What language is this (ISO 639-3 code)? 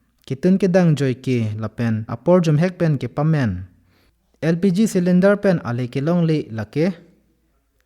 mjw